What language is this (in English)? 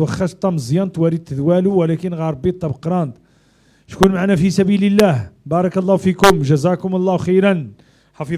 Moroccan Arabic